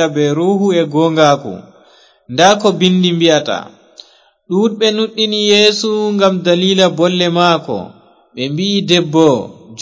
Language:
Fula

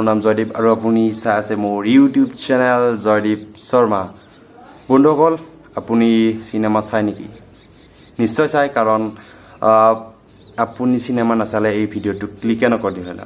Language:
Assamese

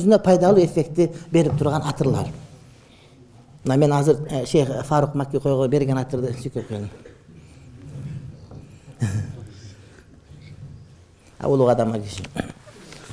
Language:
Kyrgyz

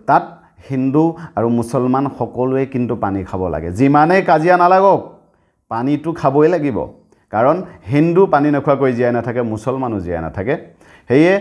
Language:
Assamese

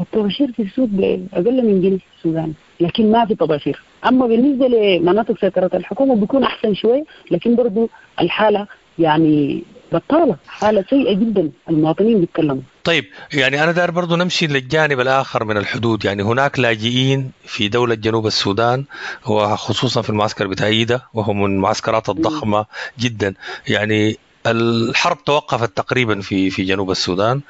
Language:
Sudanese Arabic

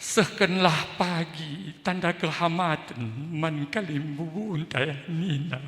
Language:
Batak Karo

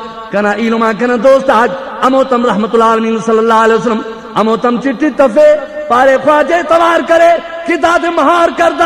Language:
Brahui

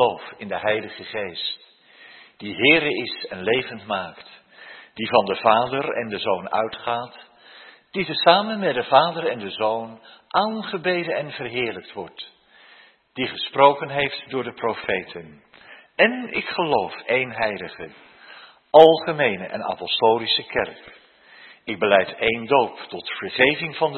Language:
Dutch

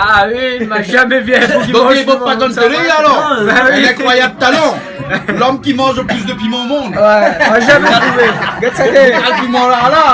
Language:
Réunion Creole French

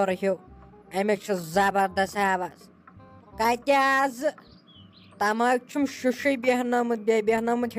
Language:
Kashmiri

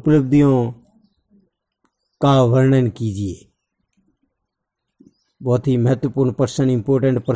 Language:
Hindi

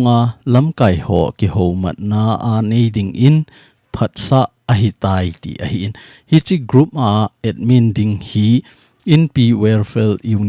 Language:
Thado Chin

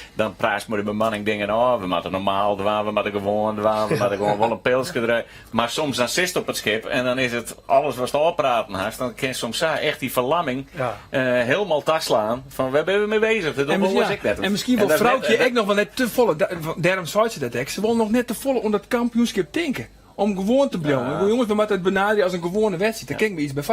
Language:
Western Frisian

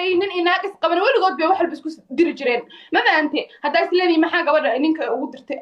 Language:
Somali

